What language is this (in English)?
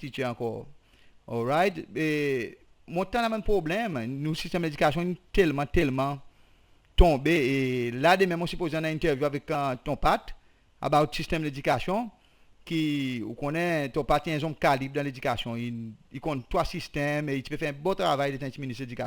Seselwa Creole French